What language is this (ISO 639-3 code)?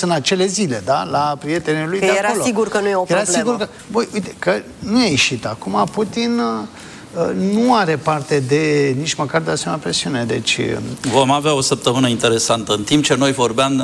ron